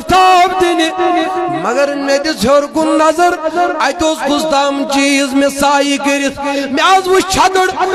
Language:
Kashmiri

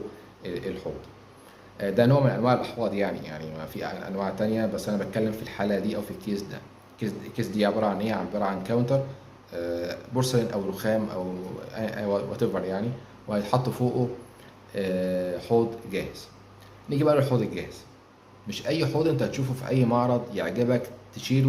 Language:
Egyptian Arabic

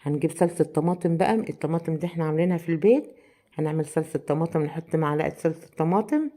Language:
Egyptian Arabic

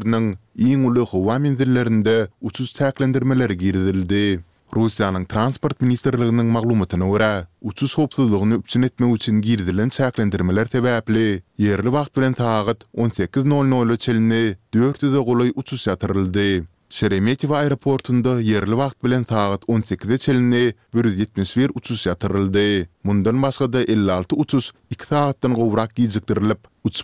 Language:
Turkmen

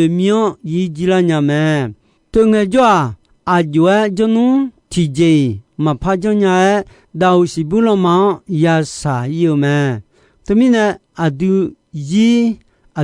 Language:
Akha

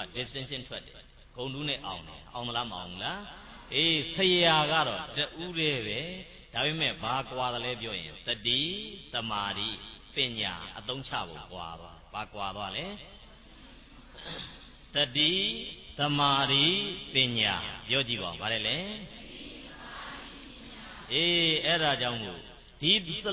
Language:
Burmese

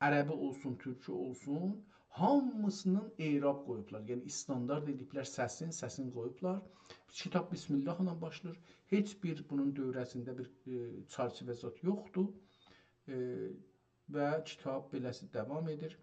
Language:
South Azerbaijani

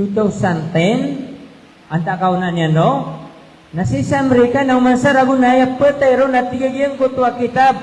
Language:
Maranao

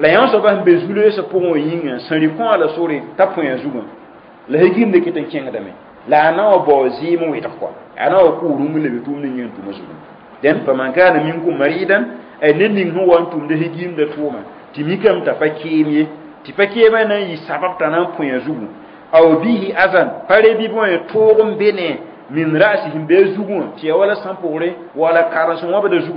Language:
Mossi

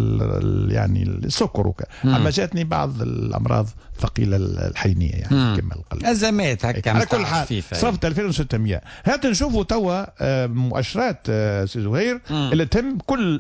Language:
Tunisian Arabic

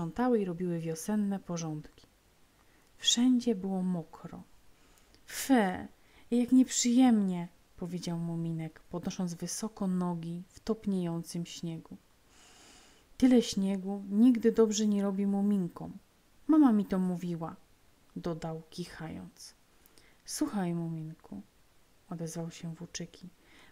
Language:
Polish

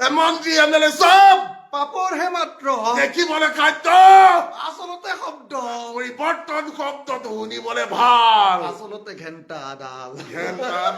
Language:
Assamese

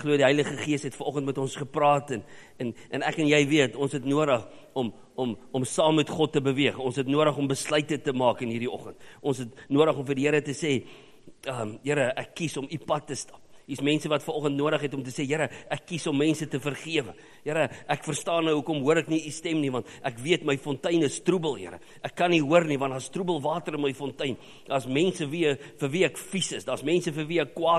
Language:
Afrikaans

